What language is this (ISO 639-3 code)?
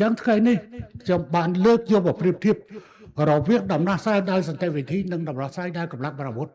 khm